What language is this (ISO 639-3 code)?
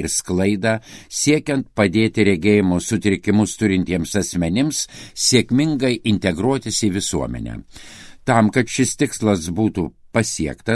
lit